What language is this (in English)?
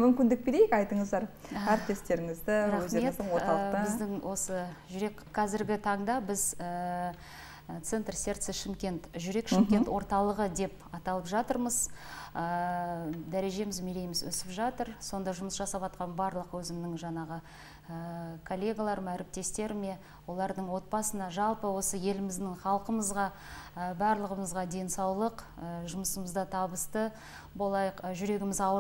Kazakh